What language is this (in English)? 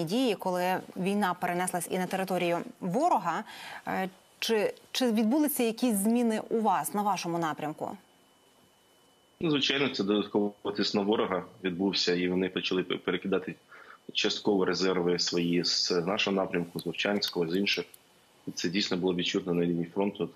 Ukrainian